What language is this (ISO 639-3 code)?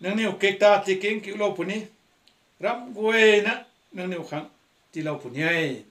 nbu